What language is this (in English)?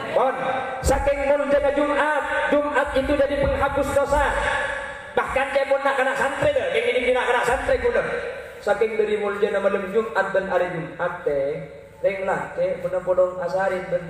Madurese